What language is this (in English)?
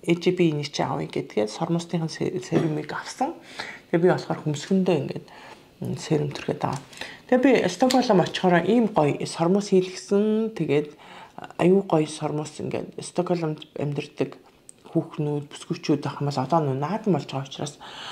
Mongolian